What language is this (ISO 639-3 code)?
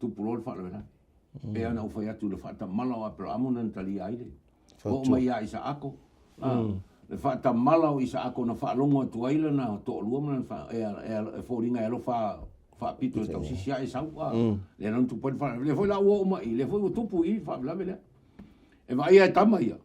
smo